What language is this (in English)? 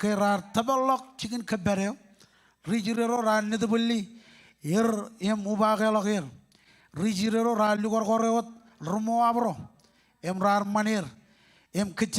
Marshallese